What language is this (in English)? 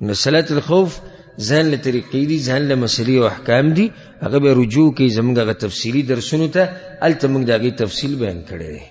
Pashto